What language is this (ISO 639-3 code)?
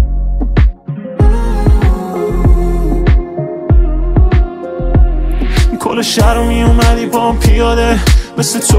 fas